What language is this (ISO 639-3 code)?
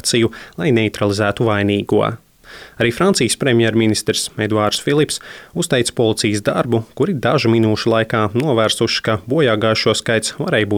lav